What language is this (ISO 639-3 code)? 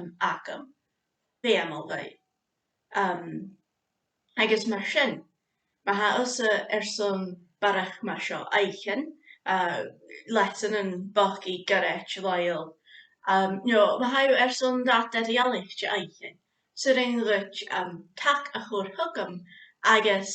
gla